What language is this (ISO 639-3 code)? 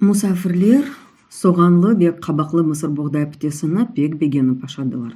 crh